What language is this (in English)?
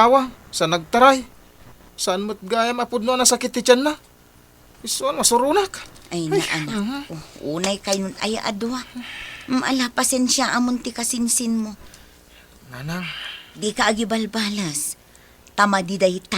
Iloko